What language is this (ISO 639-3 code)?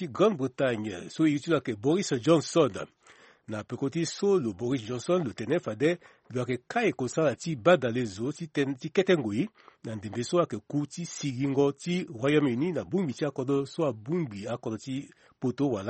sag